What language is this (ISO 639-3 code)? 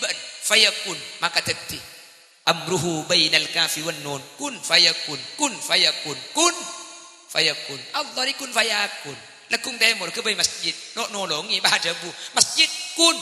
mad